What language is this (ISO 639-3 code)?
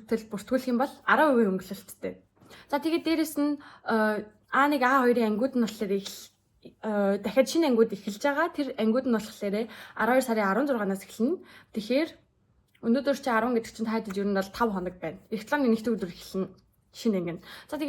mon